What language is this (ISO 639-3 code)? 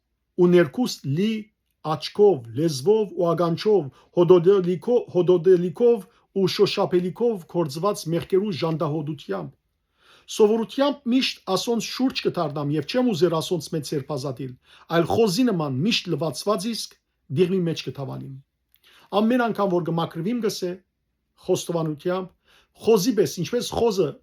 hyw